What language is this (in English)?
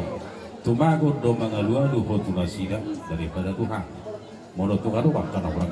Batak Toba